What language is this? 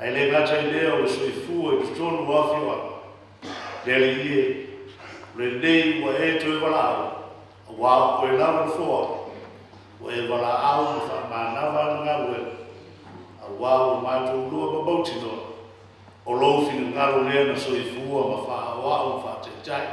Samoan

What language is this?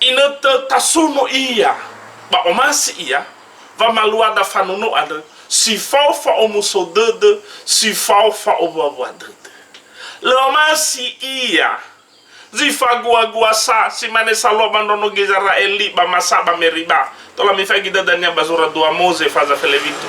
Nias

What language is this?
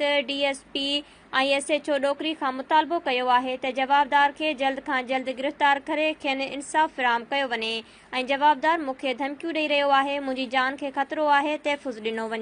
Sindhi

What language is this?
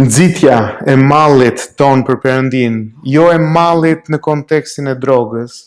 Albanian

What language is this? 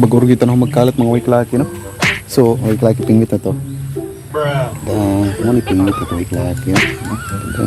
Cebuano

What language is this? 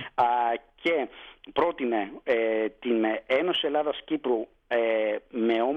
Greek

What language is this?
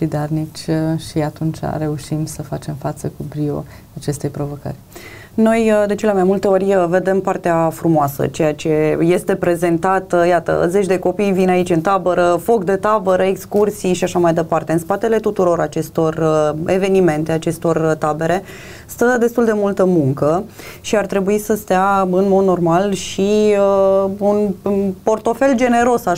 Romanian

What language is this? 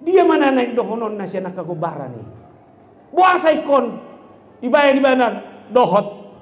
Batak Toba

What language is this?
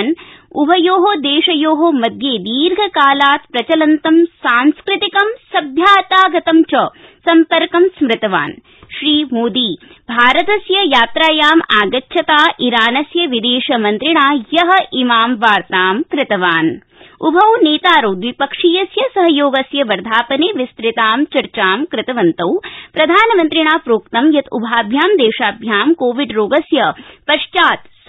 Sanskrit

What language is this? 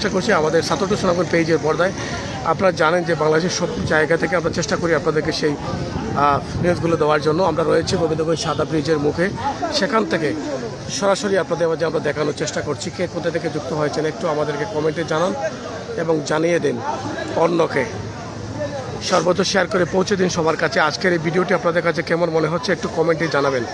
Bangla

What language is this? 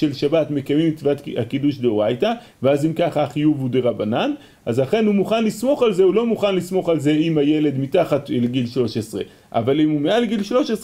Hebrew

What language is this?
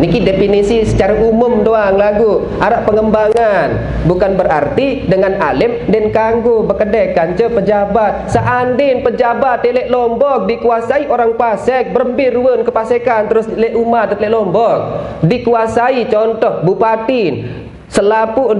Sasak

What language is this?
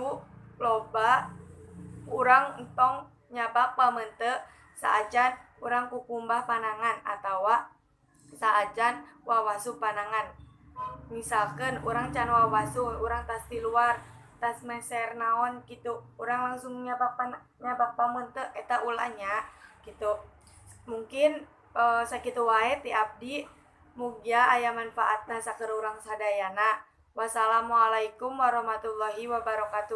Sundanese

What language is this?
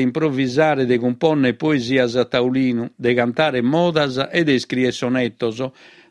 Sardinian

